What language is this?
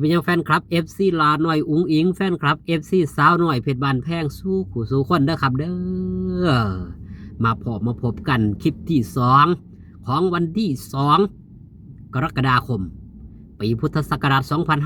Northeastern Thai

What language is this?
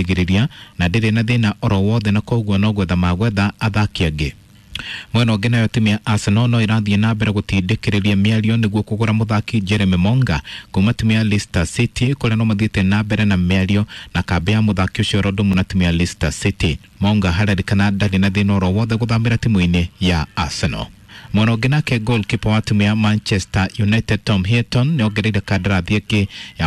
Kikuyu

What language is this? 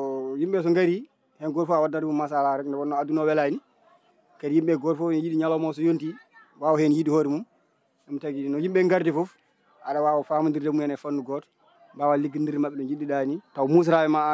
Fula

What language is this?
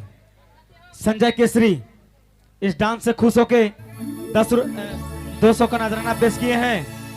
Sadri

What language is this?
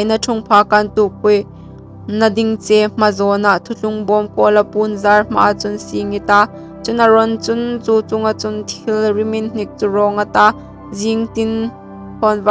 Hmar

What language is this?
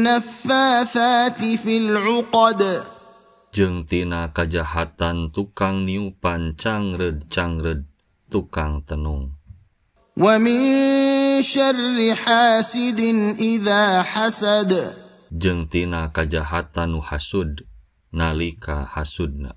Sundanese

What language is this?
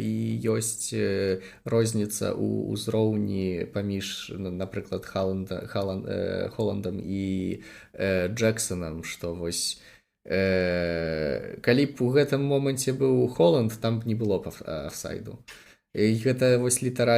Belarusian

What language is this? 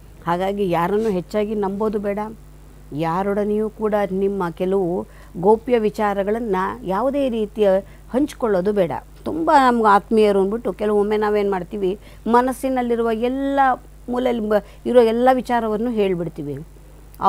Kannada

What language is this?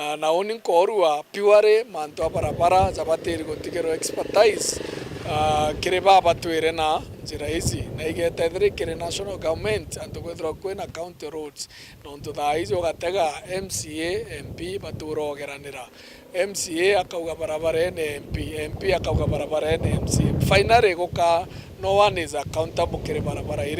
Meru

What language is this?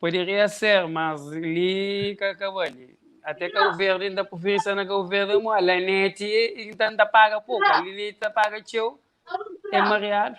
Kabuverdianu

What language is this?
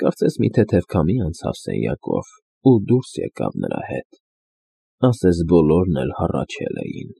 Armenian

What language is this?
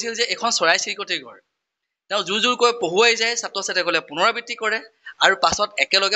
Assamese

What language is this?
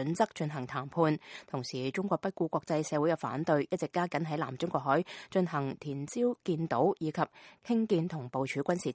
Cantonese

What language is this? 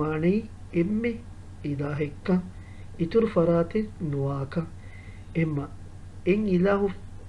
Divehi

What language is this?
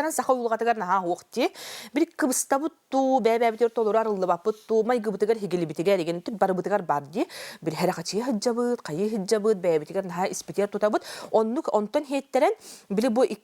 Yakut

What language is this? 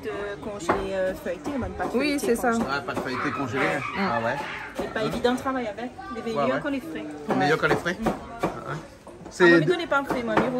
Réunion Creole French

